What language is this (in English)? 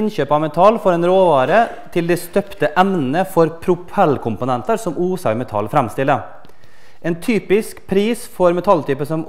Norwegian